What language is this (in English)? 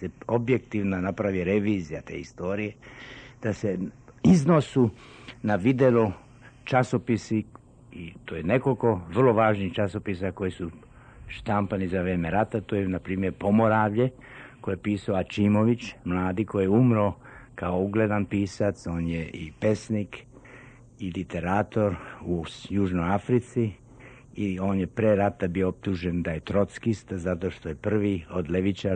Serbian